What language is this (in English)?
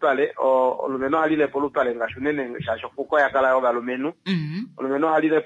Kuanyama